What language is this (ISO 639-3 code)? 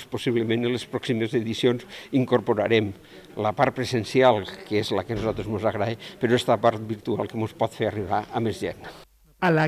cat